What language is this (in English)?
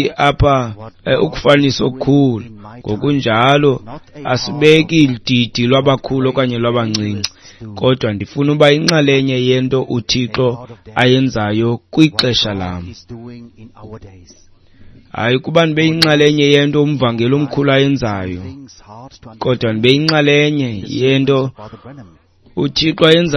Xhosa